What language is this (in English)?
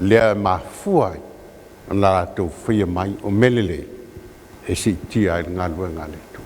Samoan